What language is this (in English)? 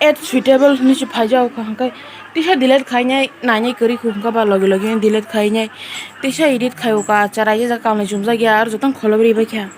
Kok Borok